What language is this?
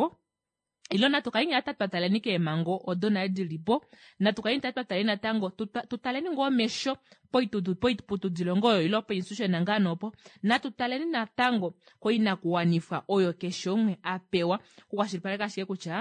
Kuanyama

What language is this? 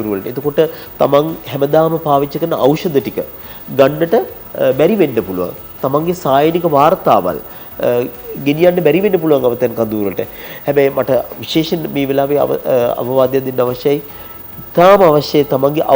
Sinhala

